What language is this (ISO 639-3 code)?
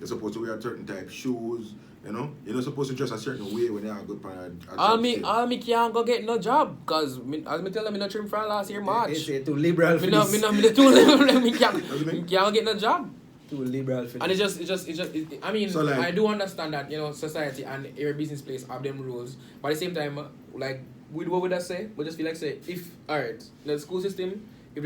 jam